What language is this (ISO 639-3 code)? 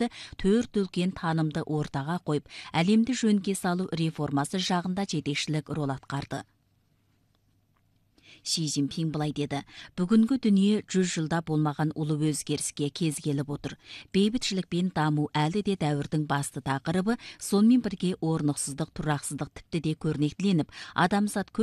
kaz